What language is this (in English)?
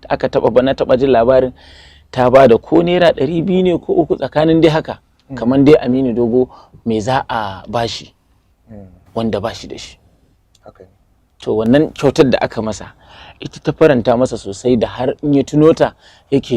Hausa